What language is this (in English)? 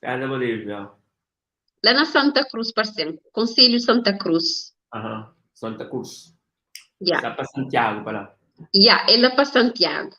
Kabuverdianu